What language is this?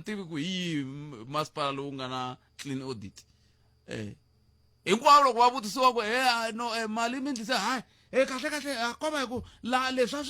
Tsonga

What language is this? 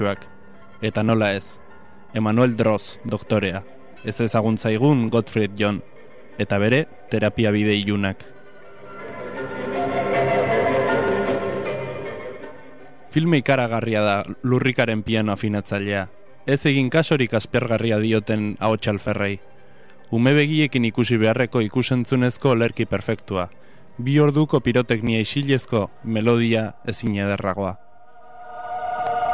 Basque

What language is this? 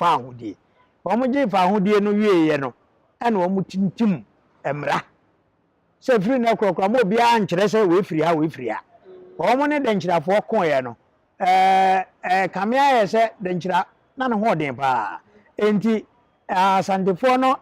Akan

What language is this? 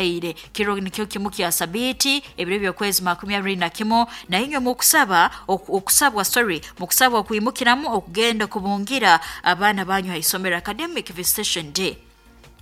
Nyoro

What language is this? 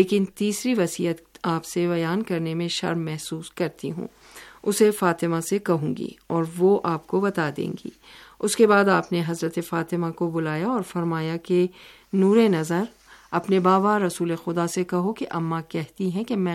Urdu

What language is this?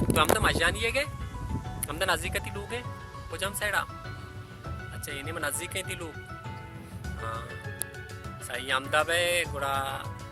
Baluchi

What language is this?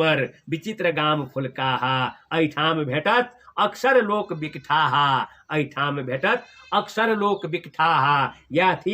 Maithili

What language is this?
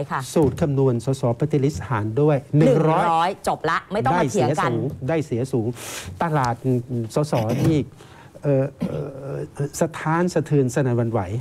Thai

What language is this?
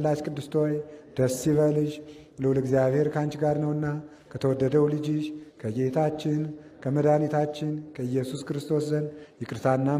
Amharic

